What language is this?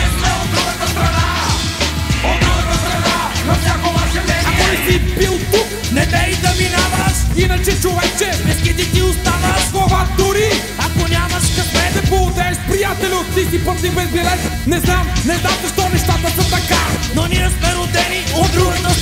Bulgarian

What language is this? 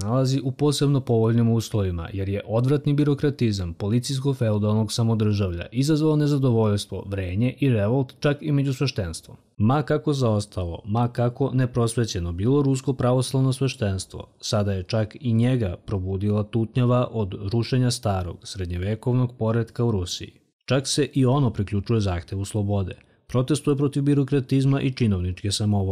Serbian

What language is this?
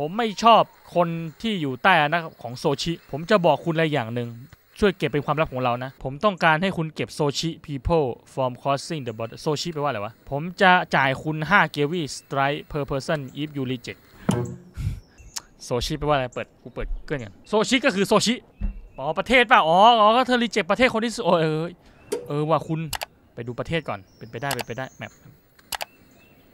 Thai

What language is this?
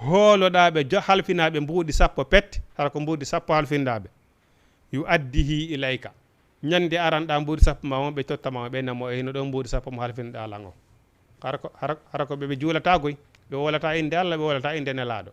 Fula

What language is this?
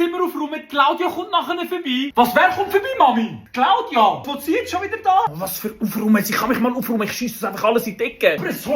Swiss German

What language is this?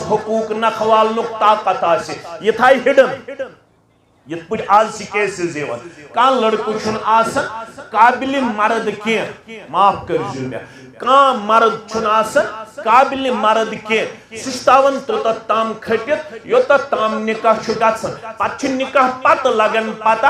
Kashmiri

